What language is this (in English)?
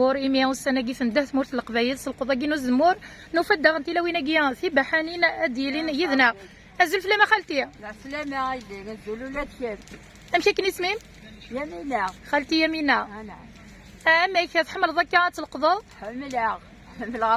Kabyle